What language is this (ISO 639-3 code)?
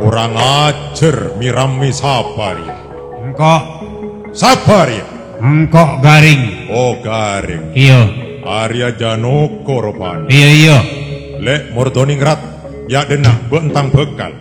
mad